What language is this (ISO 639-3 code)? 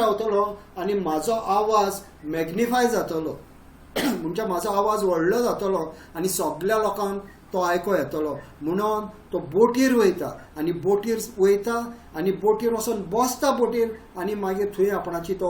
kok